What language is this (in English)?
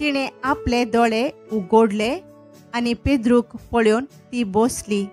Konkani